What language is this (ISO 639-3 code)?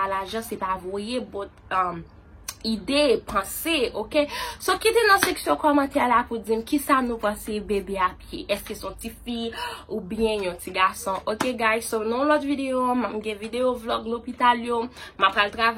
hat